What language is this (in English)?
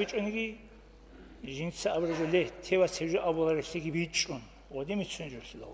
Avaric